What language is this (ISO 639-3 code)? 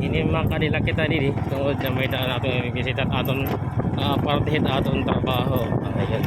war